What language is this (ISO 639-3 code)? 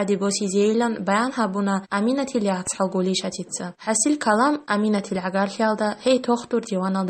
ava